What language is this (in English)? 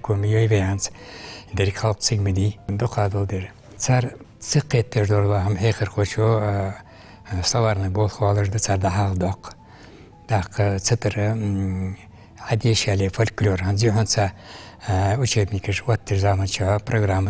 Ingush